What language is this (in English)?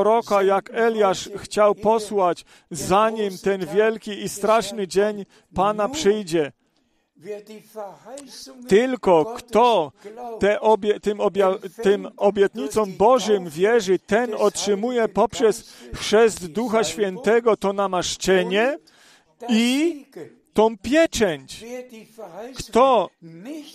Polish